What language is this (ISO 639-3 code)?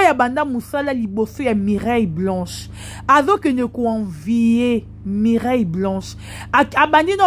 lin